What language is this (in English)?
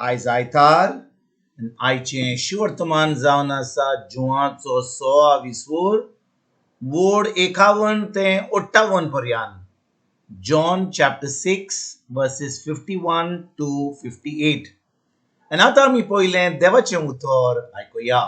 Konkani